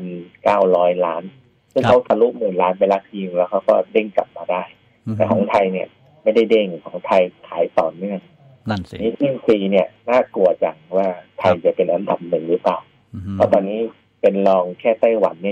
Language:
Thai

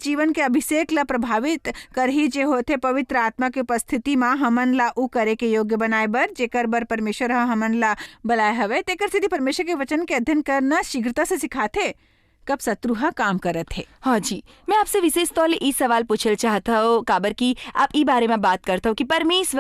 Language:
Chhattisgarhi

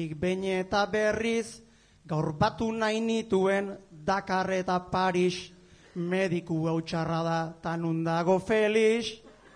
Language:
Basque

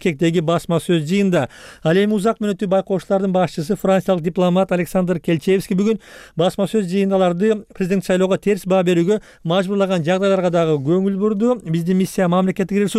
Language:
Kyrgyz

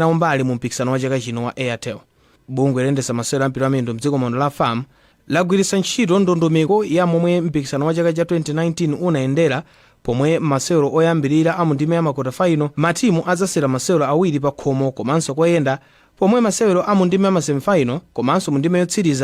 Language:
Nyanja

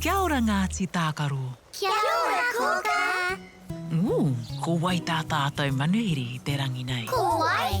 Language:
Māori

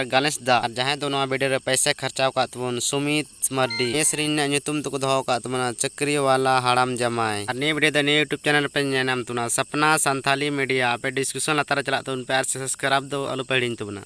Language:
Santali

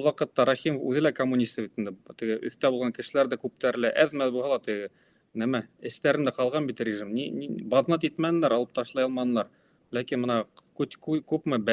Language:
Bashkir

